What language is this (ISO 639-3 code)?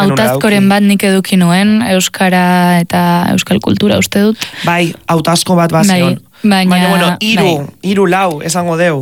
eus